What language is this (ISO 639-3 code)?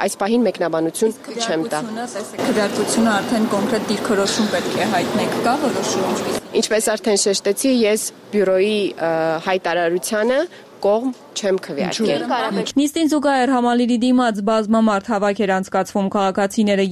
hye